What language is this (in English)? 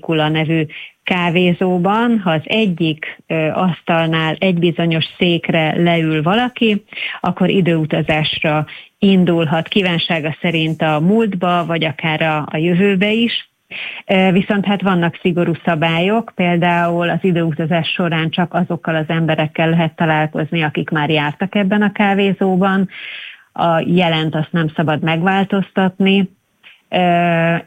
Hungarian